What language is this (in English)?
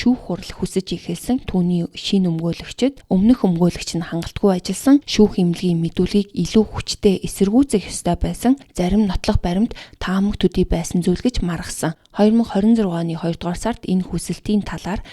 Mongolian